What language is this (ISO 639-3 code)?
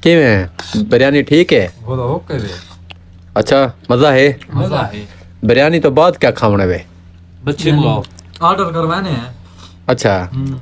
skr